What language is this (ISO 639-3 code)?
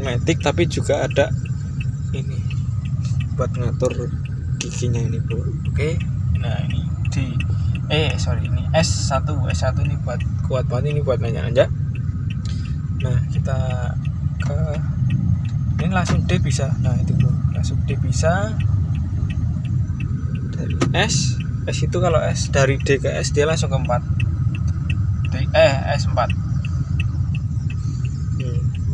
ind